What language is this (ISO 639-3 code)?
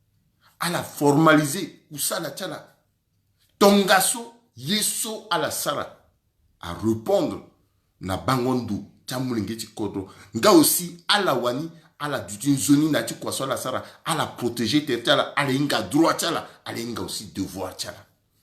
sag